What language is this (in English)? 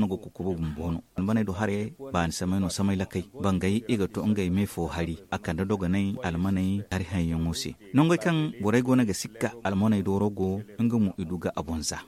Zarma